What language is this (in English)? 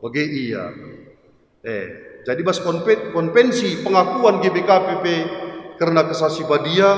Batak Karo